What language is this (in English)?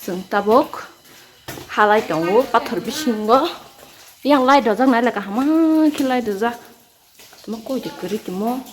Kok Borok